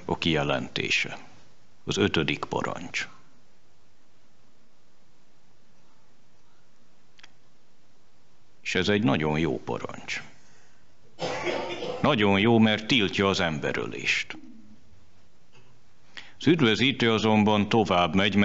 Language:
Hungarian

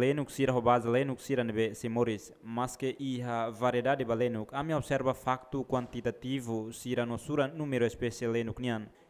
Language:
Tetum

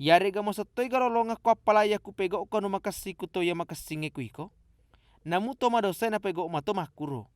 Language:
Buginese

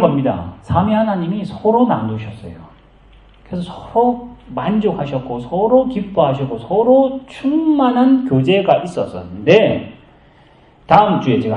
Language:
Korean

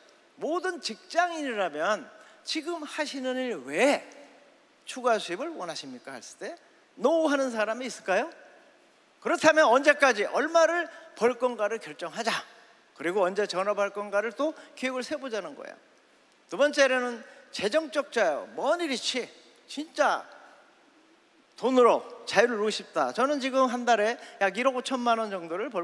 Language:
Korean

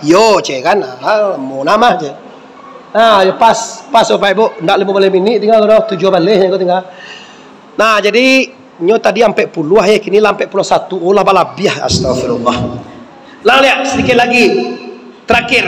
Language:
Minangkabau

